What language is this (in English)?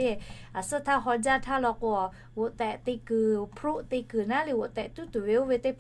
Lahu